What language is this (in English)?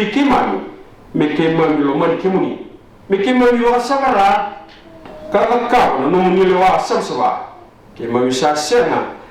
Fijian